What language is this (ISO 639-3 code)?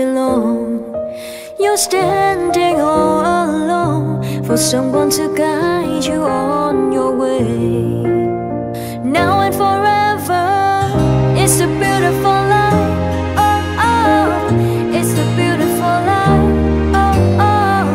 eng